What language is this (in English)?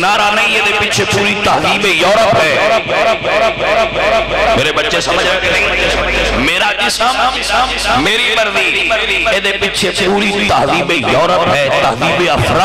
Urdu